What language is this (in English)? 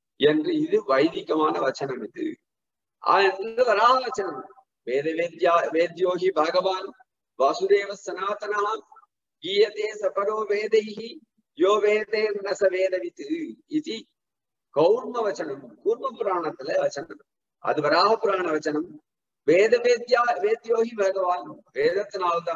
Tamil